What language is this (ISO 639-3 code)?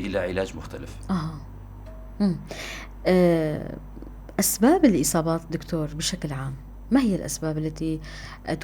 apc